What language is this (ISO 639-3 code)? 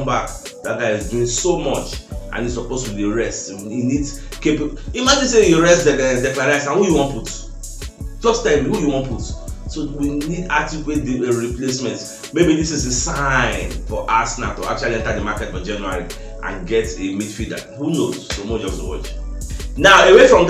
pcm